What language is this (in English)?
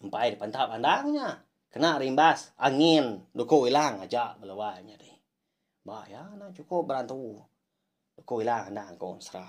Iban